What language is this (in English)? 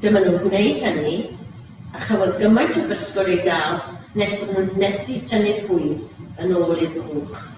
Welsh